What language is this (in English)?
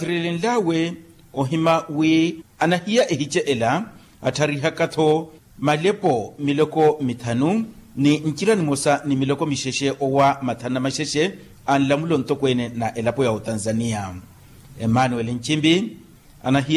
Makhuwa